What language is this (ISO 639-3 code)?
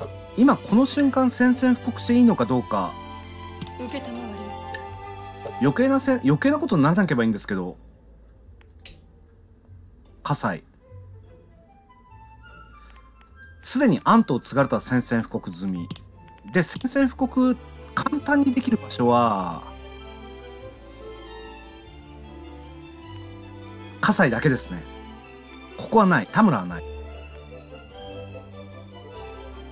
jpn